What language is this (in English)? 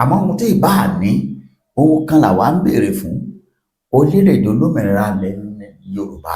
Yoruba